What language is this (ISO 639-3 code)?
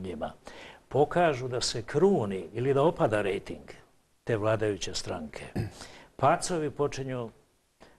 srp